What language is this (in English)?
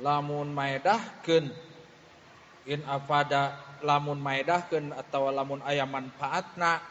Sundanese